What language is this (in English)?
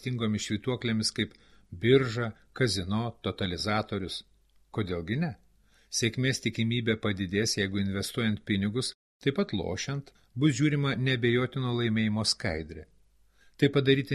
Lithuanian